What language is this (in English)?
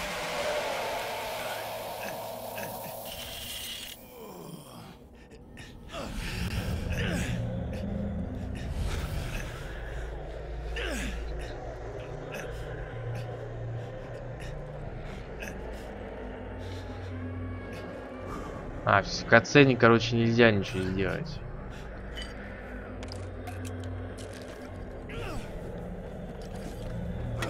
Russian